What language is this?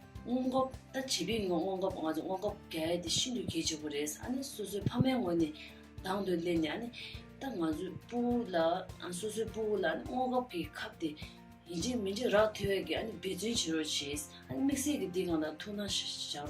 Tibetan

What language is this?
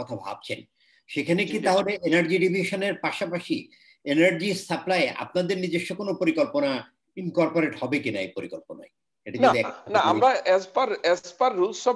Bangla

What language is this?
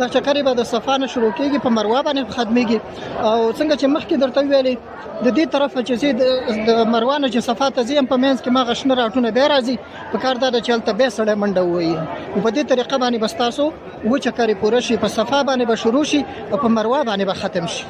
Pashto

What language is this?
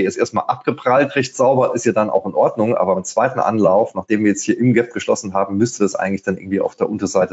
German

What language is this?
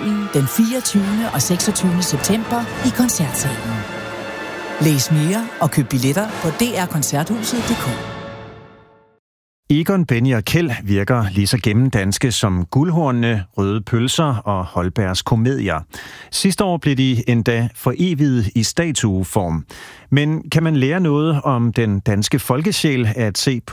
Danish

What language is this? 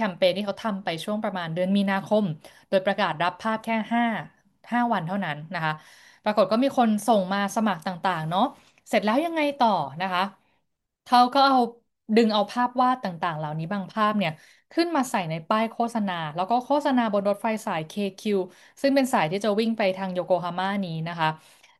Thai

